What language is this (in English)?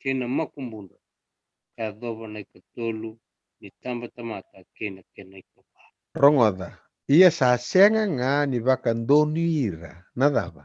Fijian